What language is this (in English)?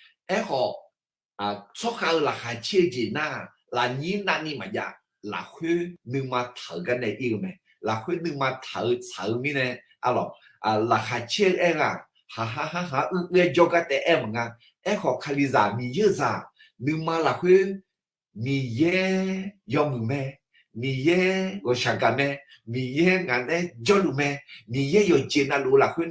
Akha